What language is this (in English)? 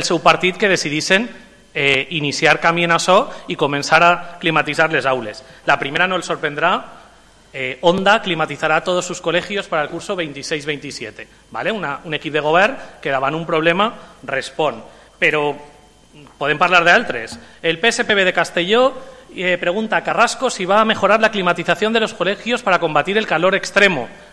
Catalan